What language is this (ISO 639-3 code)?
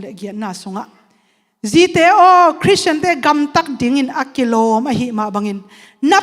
ctd